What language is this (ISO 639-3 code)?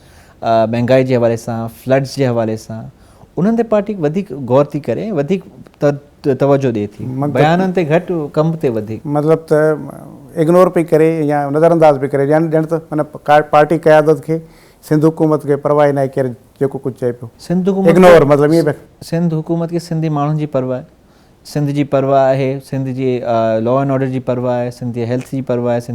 snd